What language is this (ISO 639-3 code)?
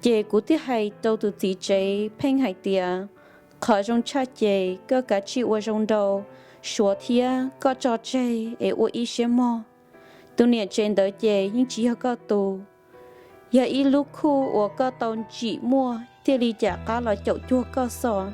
hmn